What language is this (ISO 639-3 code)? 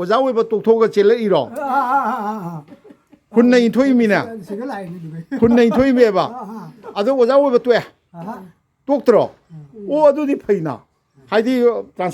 mni